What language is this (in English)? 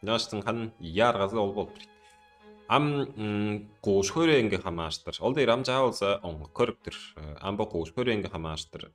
Tuvinian